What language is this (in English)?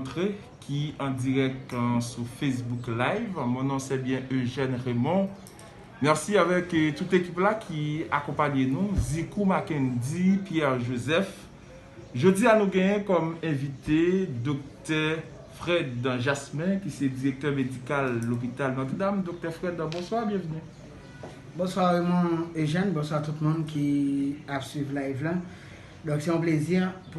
Haitian Creole